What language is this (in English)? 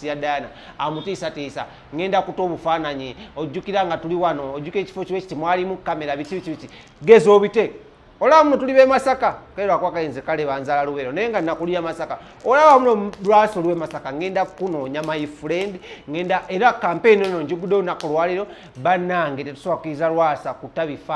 Ganda